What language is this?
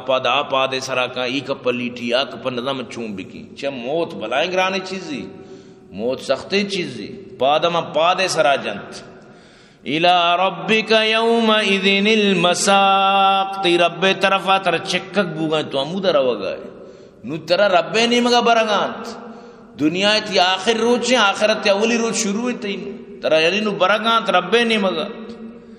Eastern Balochi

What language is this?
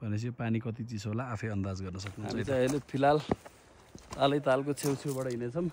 Nepali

